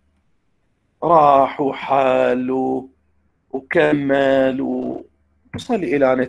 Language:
Mesopotamian Arabic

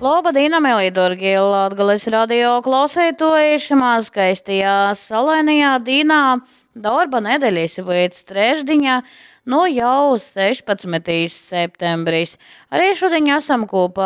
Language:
Latgalian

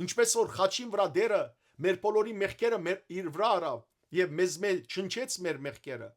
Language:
Western Armenian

